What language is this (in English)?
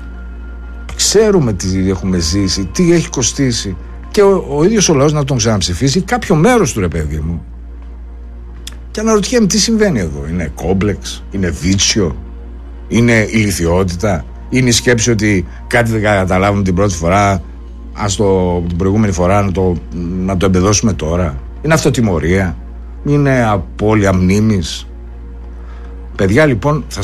Greek